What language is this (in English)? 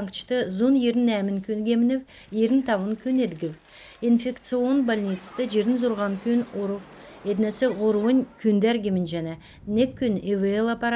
Kalmyk